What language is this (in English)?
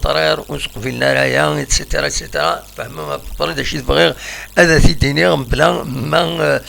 Kabyle